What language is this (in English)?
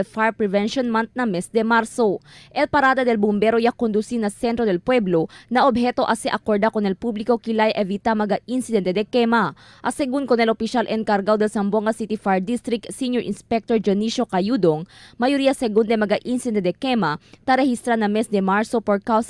Chavacano